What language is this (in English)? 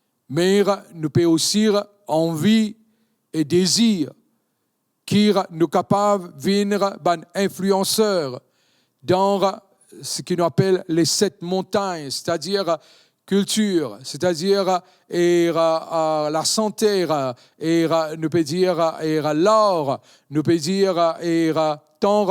Morisyen